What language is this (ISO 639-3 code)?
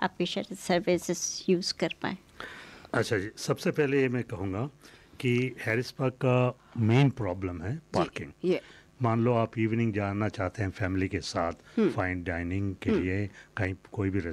hin